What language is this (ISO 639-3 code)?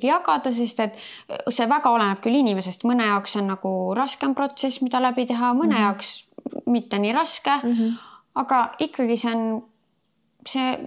est